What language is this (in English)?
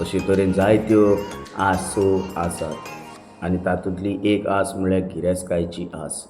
Konkani